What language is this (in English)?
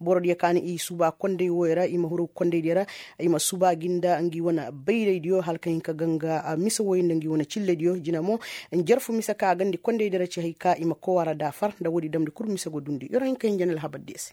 Koyraboro Senni